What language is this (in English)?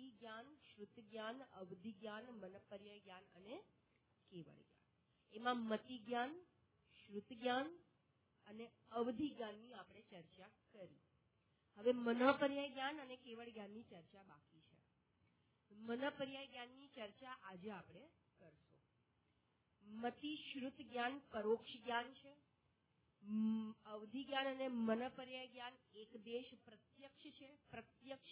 Gujarati